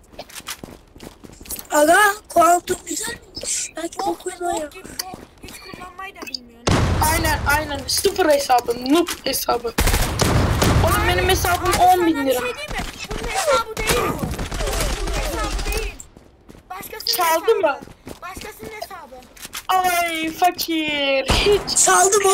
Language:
Turkish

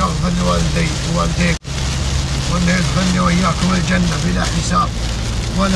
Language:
Arabic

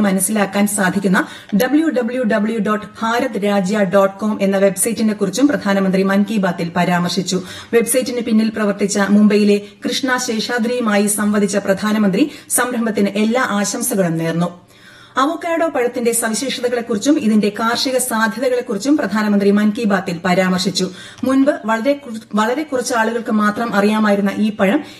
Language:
Malayalam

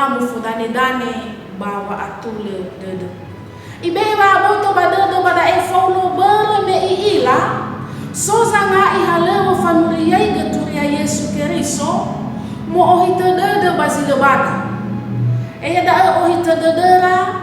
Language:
Nias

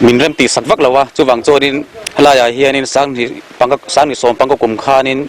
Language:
Mizo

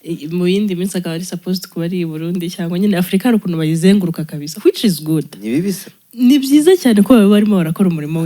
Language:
Kinyarwanda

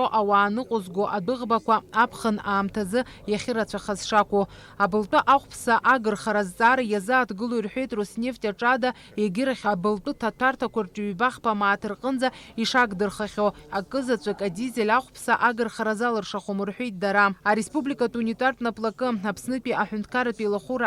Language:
Abkhazian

